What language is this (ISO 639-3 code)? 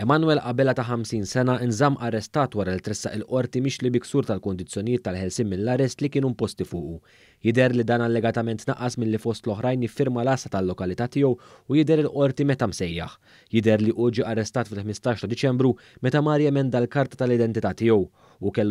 mlt